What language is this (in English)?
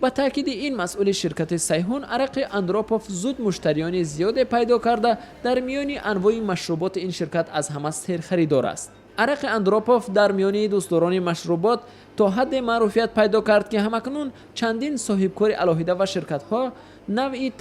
Tajik